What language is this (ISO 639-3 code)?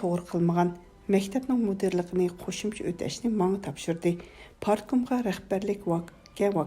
uig